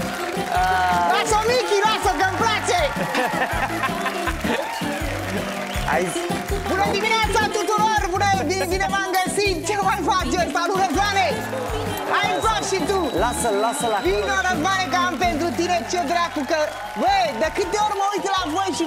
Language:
Romanian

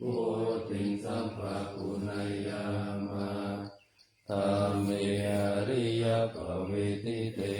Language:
Pali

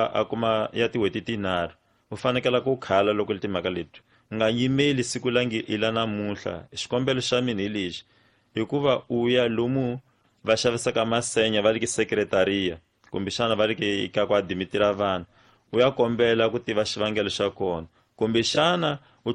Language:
Tsonga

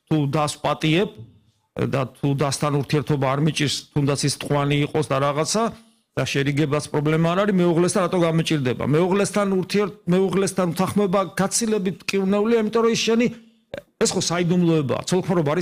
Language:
Georgian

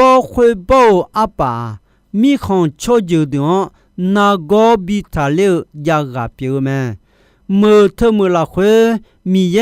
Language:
Akha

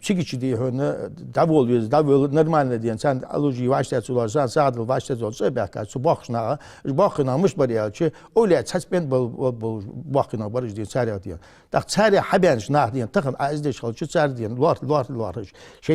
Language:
Ingush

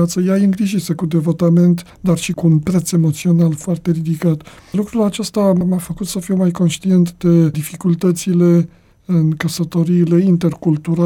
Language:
Romanian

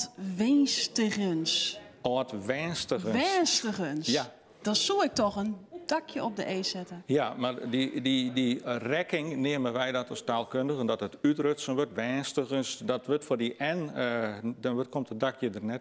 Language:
Western Frisian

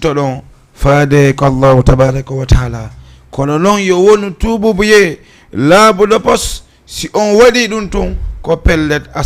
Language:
Fula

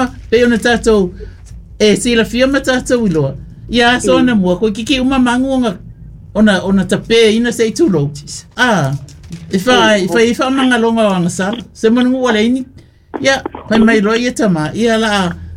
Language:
Samoan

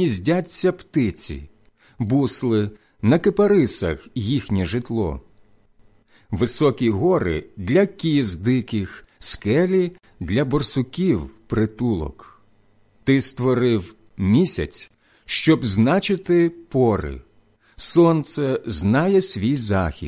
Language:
Ukrainian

